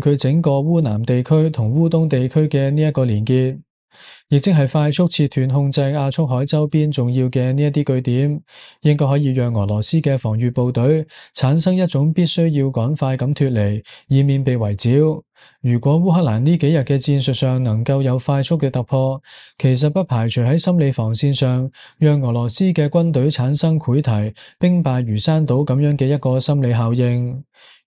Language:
Cantonese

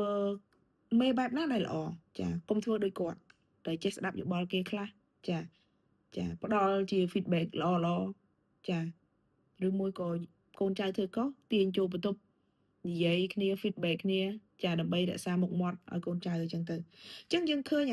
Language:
Khmer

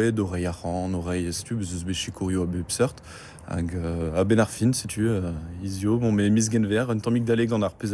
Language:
Breton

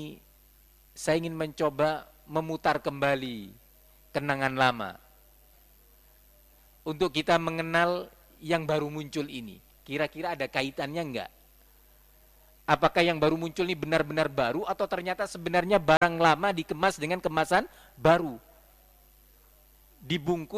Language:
Indonesian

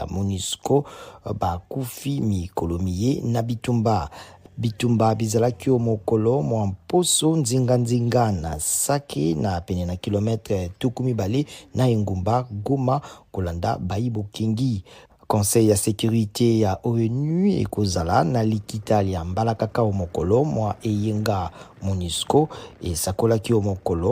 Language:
Lingala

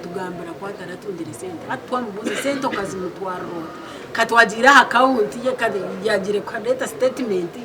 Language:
Nyankole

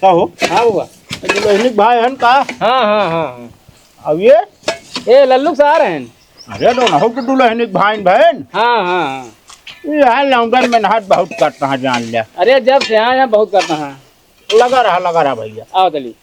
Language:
Awadhi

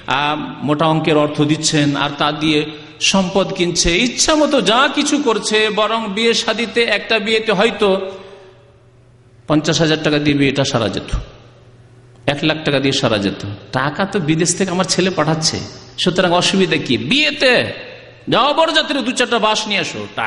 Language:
Bangla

